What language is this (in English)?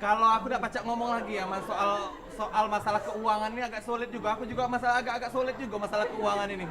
Musi